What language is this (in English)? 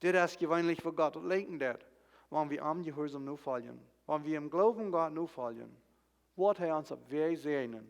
Plautdietsch